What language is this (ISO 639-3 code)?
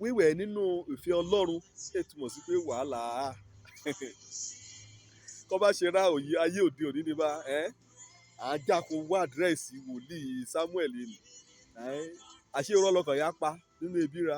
yor